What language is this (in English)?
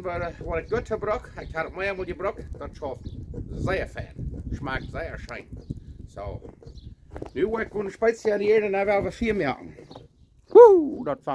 Plautdietsch